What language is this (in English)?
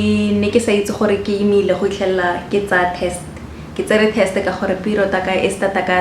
Tswana